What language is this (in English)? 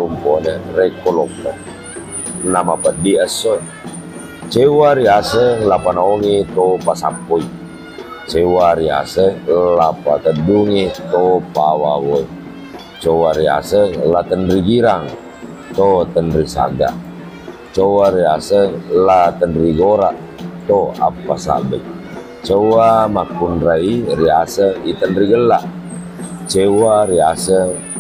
Buginese